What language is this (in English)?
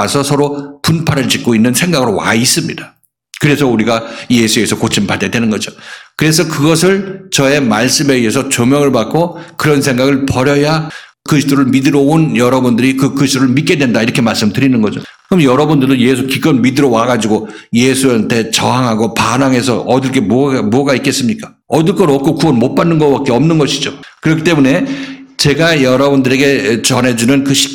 Korean